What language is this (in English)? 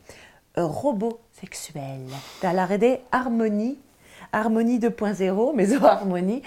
Breton